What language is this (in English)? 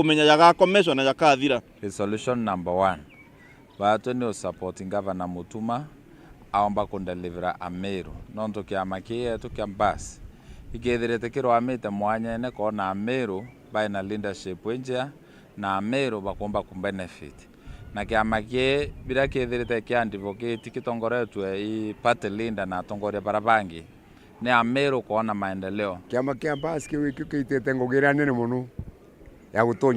Meru